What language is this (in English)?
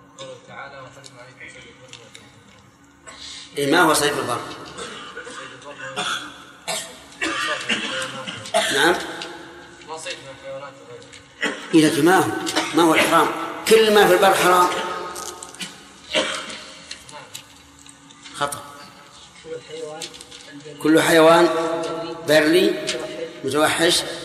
Arabic